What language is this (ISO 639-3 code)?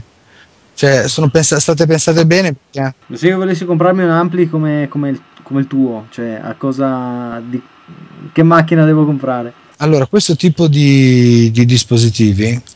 ita